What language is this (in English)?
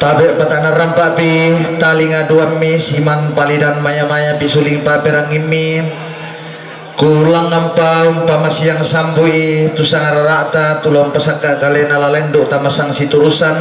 Toraja-Sa'dan